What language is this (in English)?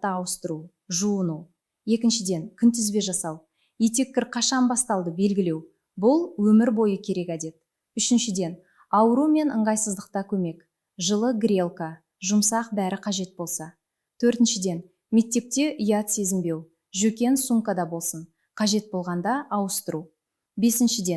Kazakh